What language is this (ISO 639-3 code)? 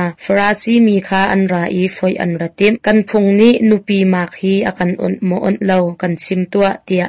cnh